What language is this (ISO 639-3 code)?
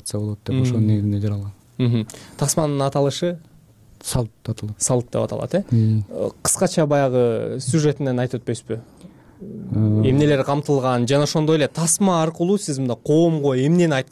kir